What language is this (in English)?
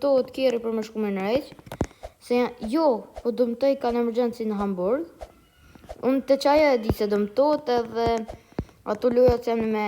Albanian